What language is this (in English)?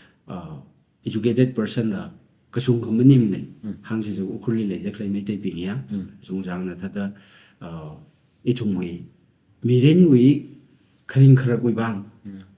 Tangkhul Naga (India)